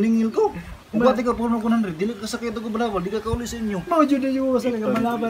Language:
Cebuano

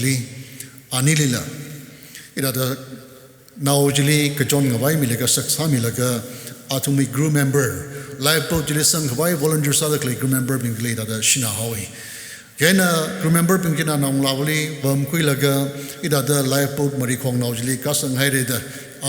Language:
Tangkhul Naga (India)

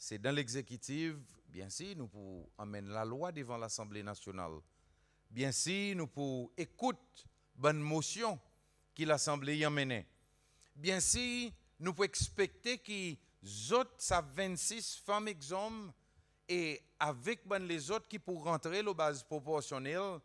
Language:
Seselwa Creole French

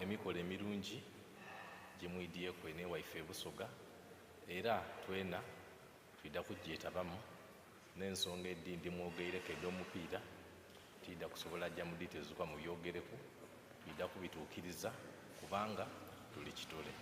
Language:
Soga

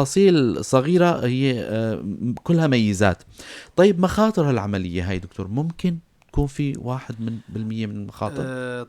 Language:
North Levantine Arabic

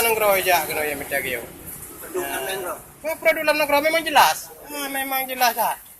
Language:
Achinese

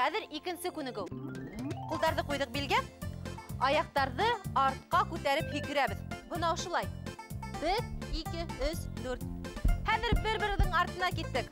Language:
Bashkir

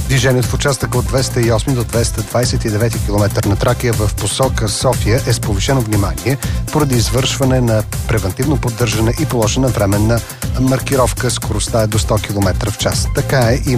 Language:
Bulgarian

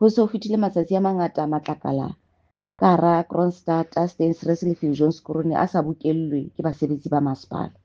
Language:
Southern Sotho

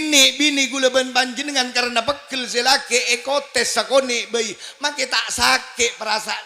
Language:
Madurese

